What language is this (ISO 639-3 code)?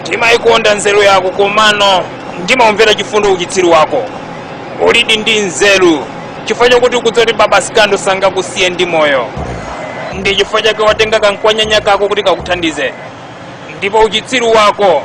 nya